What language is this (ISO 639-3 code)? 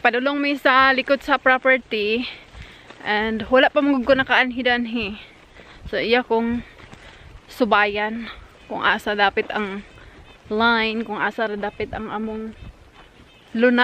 ceb